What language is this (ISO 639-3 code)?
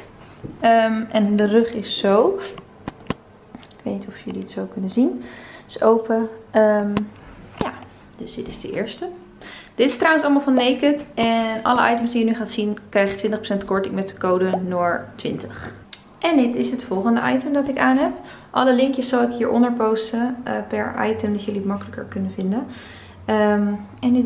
nld